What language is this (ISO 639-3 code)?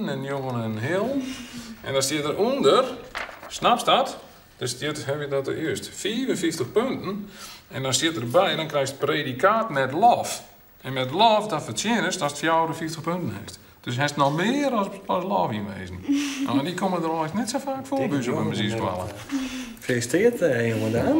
fry